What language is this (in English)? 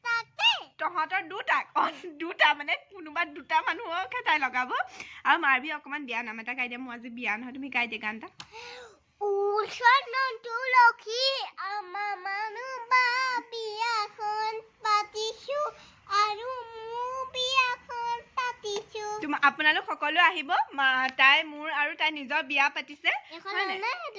Assamese